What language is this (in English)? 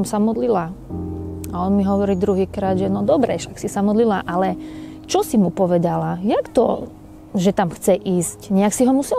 Slovak